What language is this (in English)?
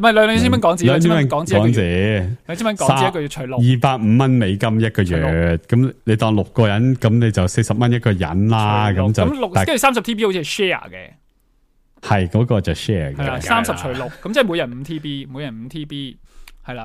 Cantonese